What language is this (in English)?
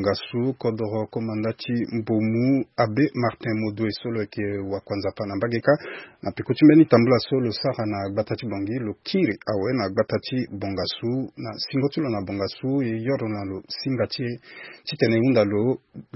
Sango